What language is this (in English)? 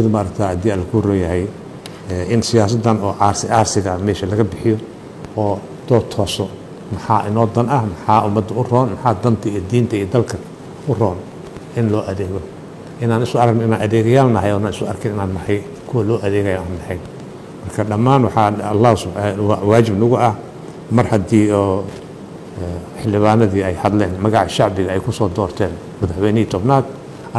Somali